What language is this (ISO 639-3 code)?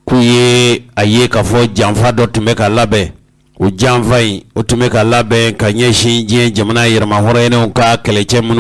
bam